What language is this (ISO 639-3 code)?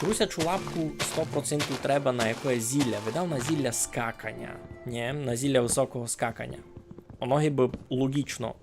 rue